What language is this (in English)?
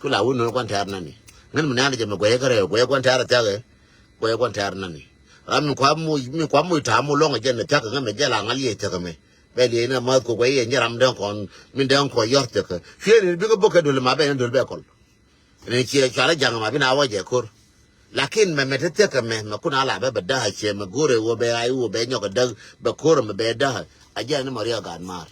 Nuer